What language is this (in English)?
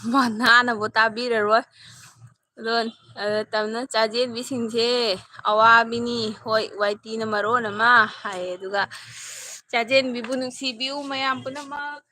Manipuri